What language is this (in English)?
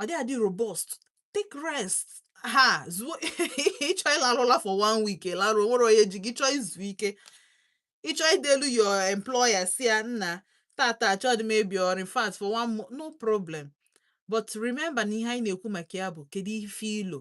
Igbo